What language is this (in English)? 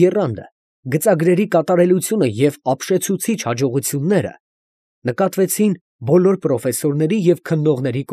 Armenian